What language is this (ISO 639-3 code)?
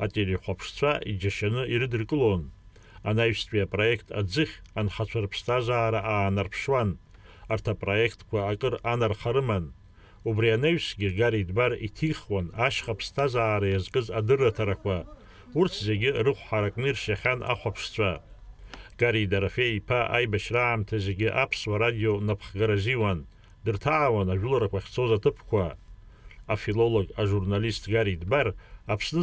abk